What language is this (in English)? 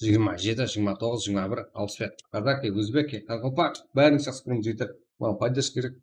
Kara-Kalpak